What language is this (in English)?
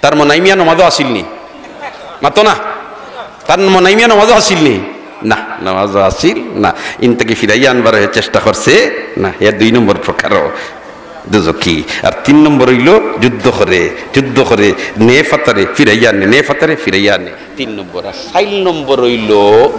Sylheti